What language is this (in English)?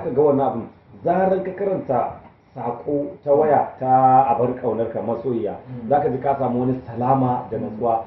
Hausa